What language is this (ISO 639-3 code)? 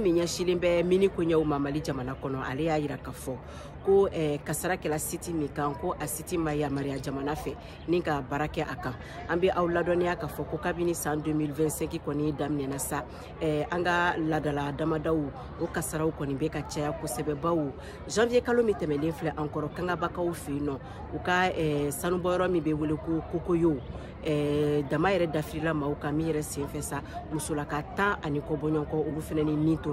bam